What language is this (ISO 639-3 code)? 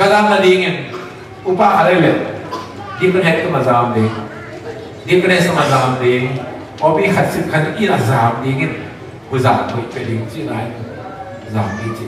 ctd